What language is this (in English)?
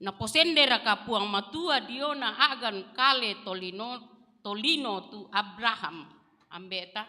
Toraja-Sa'dan